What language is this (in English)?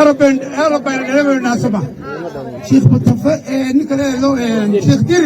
Somali